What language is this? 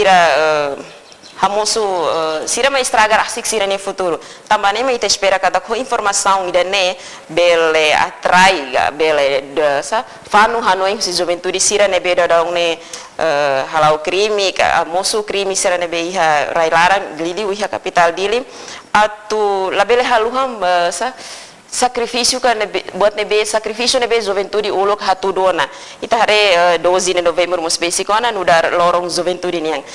Tetum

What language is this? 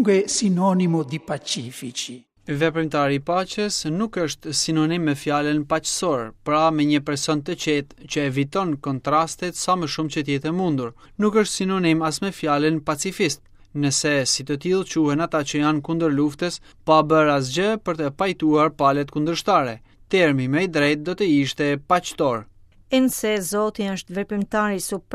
Albanian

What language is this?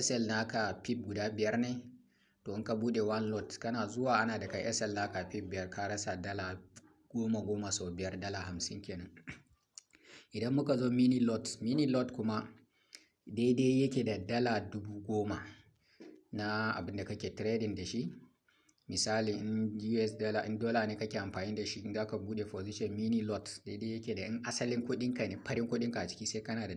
Hausa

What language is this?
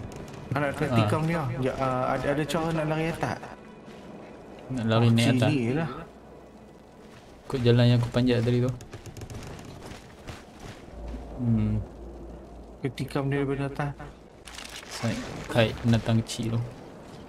Malay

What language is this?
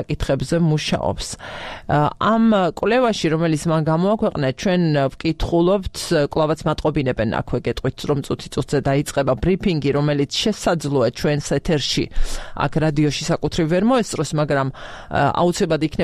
Georgian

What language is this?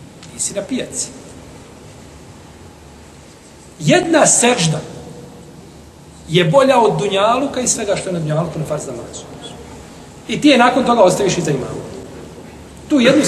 Bosnian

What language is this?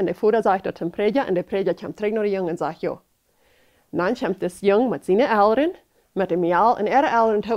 Plautdietsch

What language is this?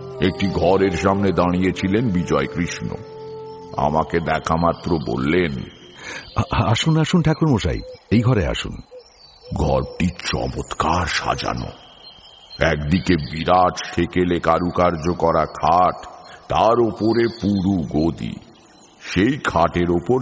Bangla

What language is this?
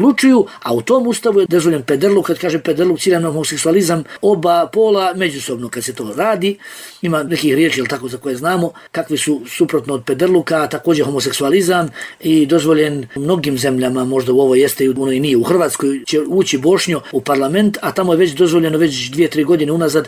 Bosnian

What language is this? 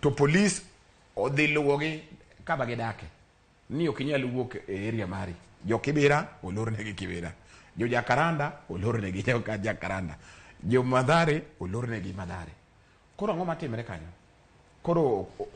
Luo (Kenya and Tanzania)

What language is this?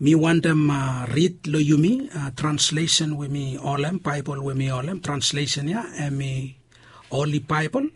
Bislama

